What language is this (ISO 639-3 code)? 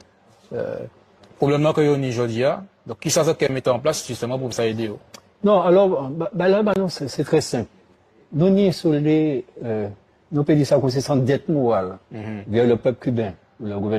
gcf